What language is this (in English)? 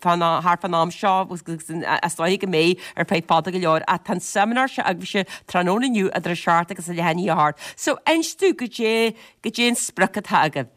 Irish